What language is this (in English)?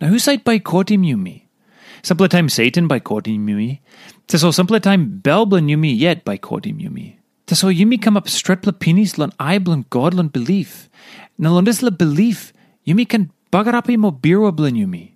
Tok Pisin